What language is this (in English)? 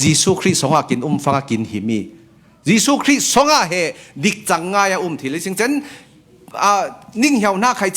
Falam Chin